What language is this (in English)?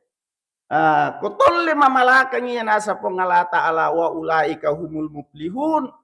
Buginese